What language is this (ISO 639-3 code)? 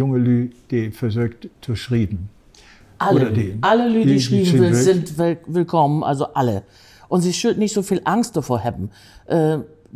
nds